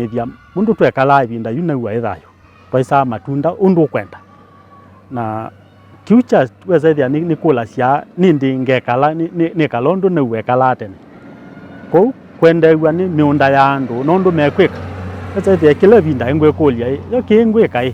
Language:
Kamba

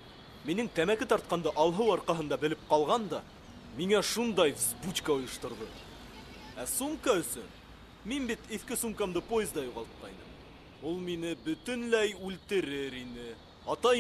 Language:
Bashkir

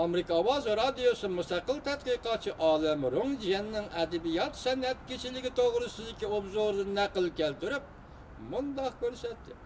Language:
Uyghur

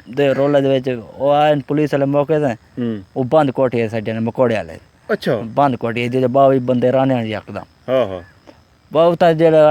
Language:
Saraiki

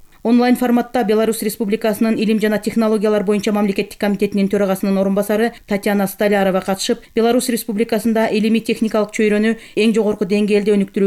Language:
Kyrgyz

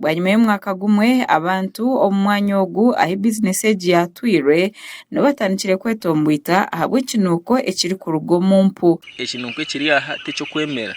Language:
Nyankole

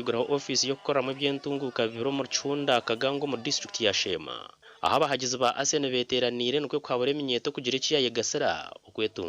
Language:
Nyankole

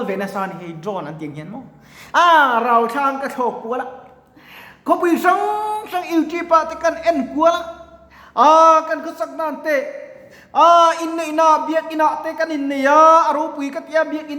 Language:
Mizo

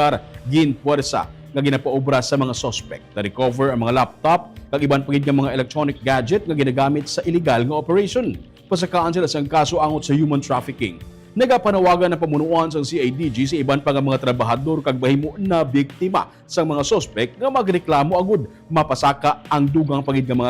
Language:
Hiligaynon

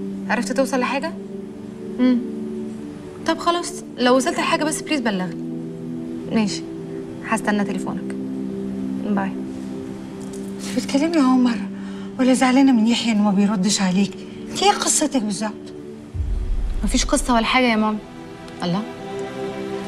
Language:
Egyptian Arabic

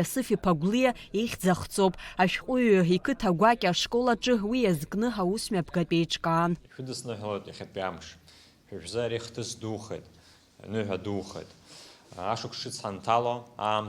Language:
Abkhazian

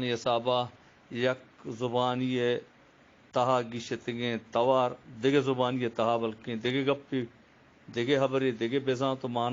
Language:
Eastern Balochi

